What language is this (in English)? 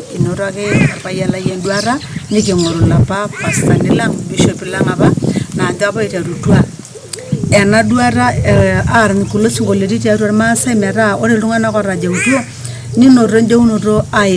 Masai